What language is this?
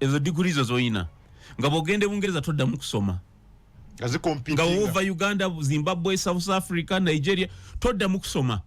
Ganda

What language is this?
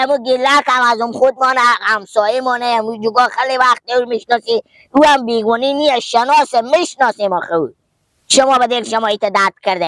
Persian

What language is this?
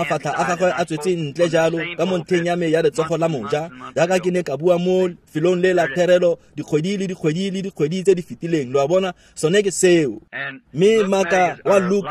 Tswana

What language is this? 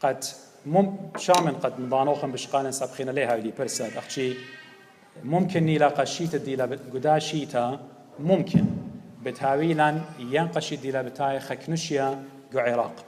Assyrian Neo-Aramaic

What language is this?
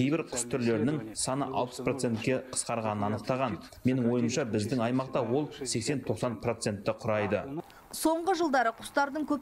Kazakh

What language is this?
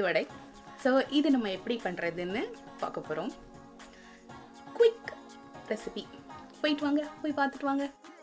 Tamil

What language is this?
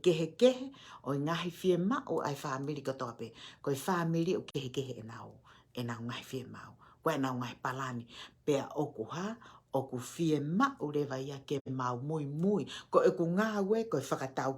Tongan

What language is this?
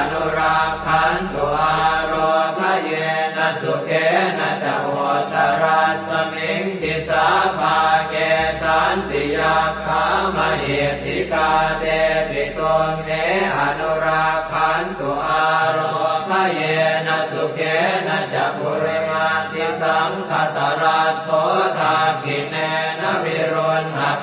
Pali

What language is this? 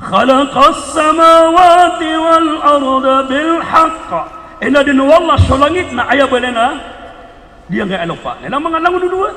Maranao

